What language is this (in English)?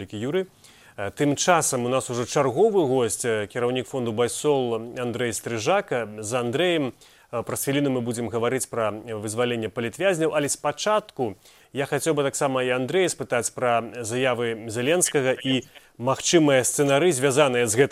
Belarusian